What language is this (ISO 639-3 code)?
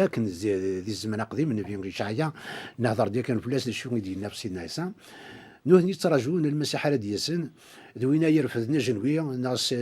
kab